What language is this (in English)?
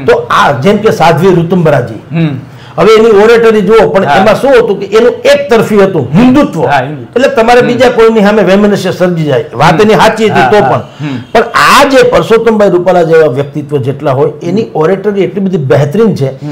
Gujarati